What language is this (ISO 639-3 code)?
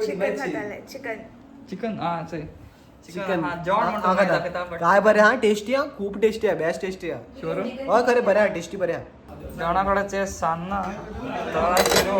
kok